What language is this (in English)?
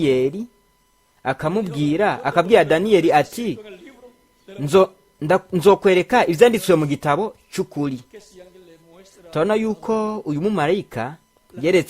Rundi